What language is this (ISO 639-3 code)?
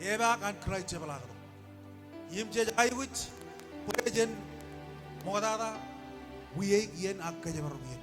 mah